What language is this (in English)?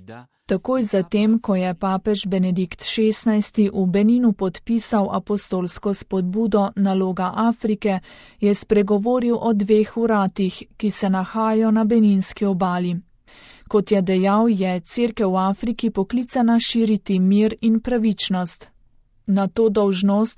Slovenian